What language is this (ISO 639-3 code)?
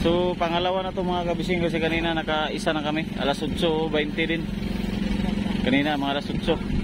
fil